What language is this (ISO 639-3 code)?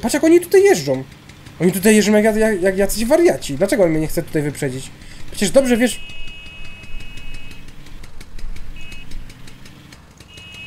pol